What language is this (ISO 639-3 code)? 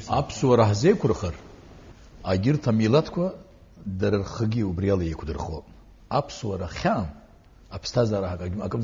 abk